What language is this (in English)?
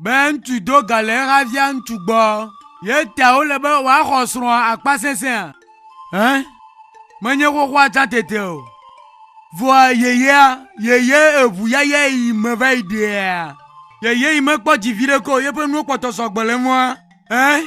Ewe